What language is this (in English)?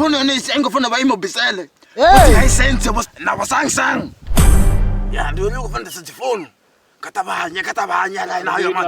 Venda